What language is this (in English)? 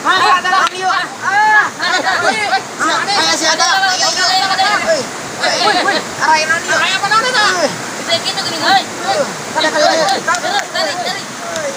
Sundanese